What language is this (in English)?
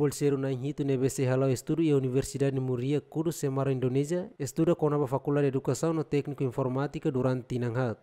Tetum